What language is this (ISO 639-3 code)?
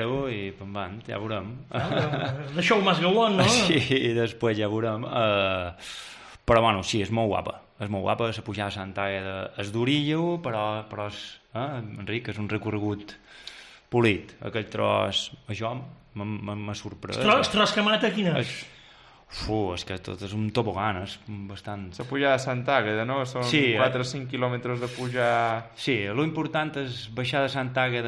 cat